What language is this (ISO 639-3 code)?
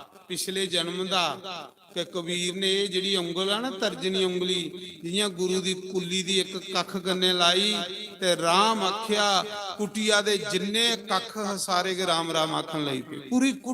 doi